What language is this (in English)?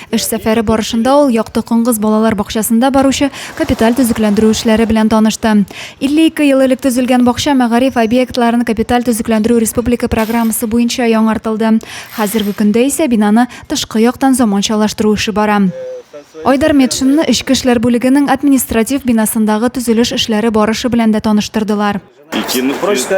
Tatar